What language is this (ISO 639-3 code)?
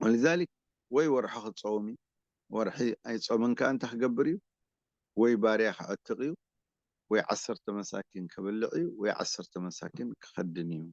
tir